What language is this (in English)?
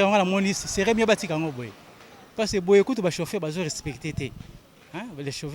Lingala